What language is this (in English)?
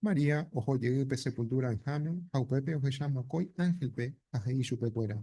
Guarani